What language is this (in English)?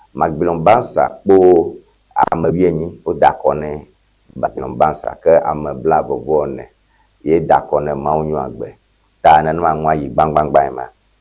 Ewe